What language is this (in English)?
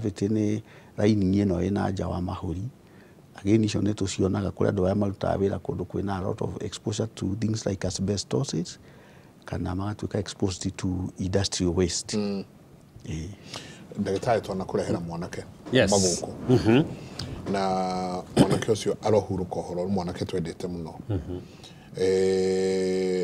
Kikuyu